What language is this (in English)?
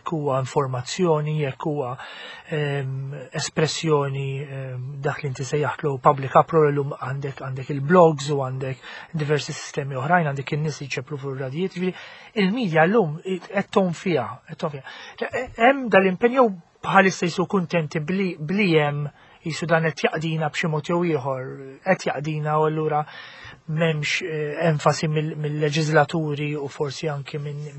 Maltese